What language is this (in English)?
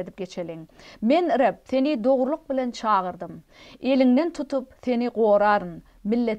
Turkmen